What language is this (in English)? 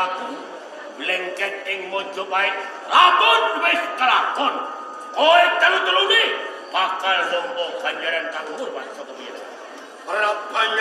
Javanese